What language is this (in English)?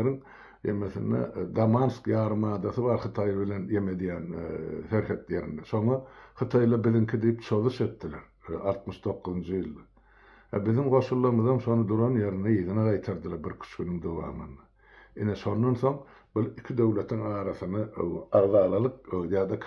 Turkmen